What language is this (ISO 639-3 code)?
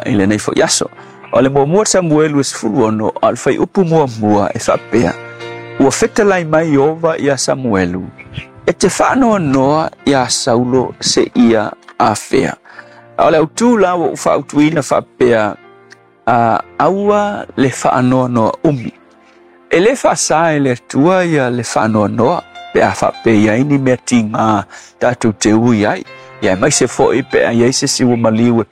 smo